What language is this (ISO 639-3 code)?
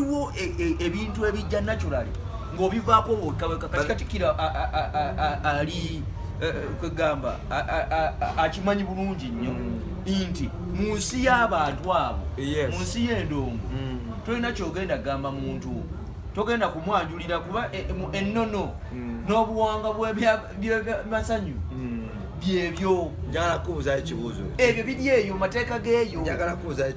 lug